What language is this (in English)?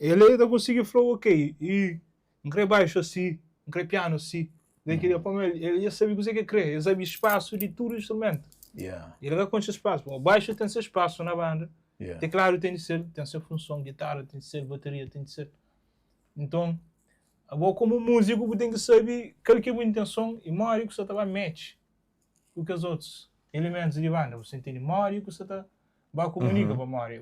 Kabuverdianu